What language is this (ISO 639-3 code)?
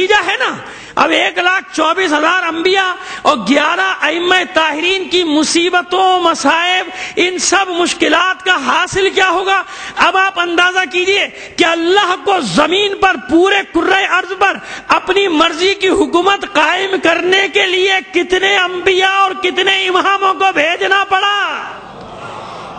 urd